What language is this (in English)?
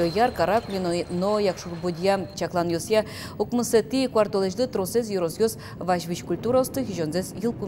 Udmurt